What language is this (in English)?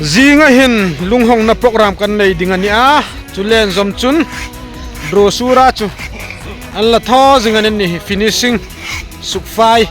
Hmar